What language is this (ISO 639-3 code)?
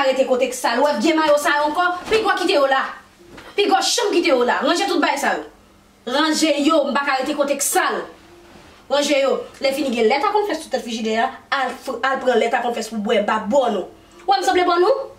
hat